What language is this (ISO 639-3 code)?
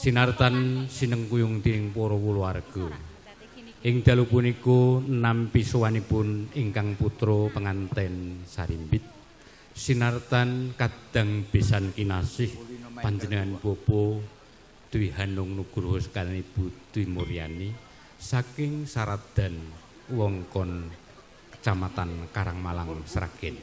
jav